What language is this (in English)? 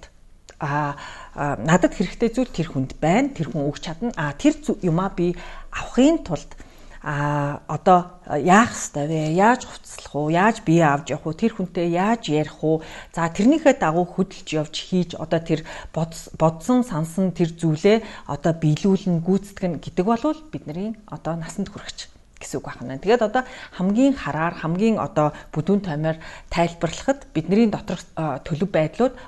Mongolian